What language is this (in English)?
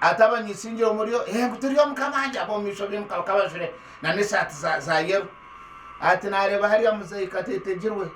Nyankole